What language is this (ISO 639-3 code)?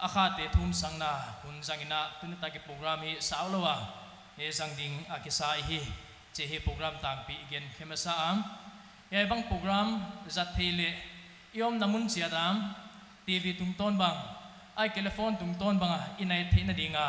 pck